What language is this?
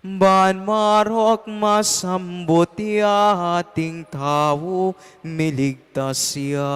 Pampanga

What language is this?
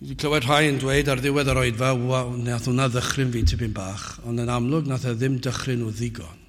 Welsh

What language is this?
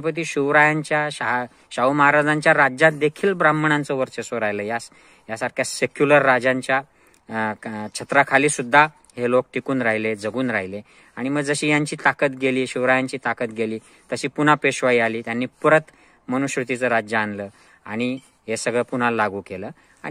Marathi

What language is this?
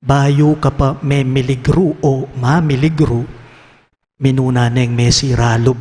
Pampanga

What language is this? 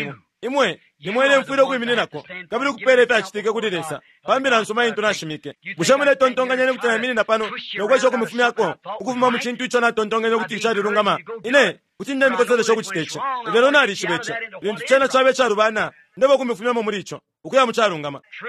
Bemba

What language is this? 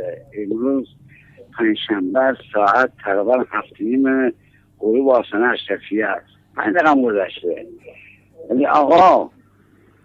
Persian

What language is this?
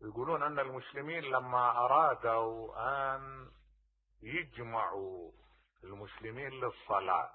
Mesopotamian Arabic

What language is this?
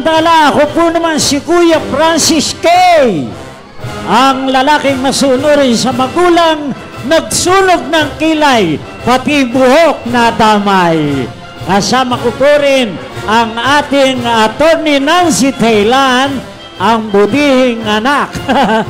Filipino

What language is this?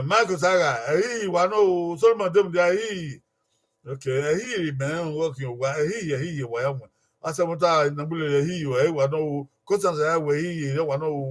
Bini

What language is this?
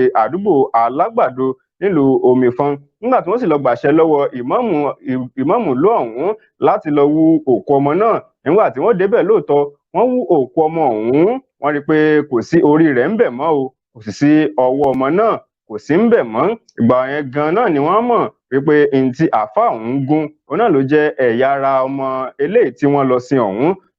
Yoruba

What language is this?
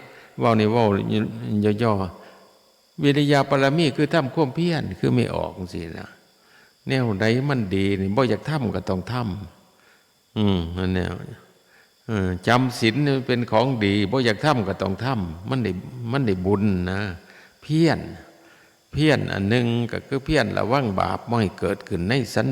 Northeastern Thai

